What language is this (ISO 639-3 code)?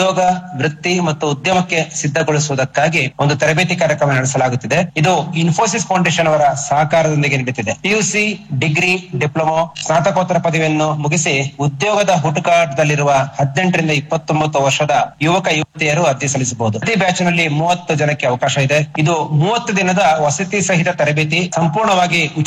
kan